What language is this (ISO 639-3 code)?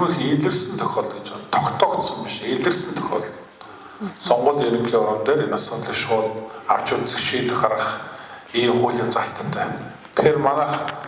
mon